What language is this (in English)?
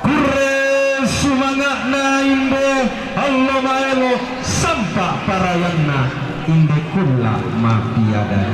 Toraja-Sa'dan